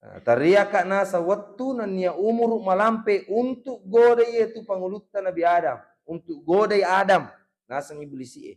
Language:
Buginese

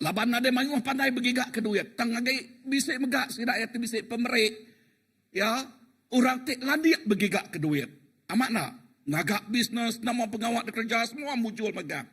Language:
Iban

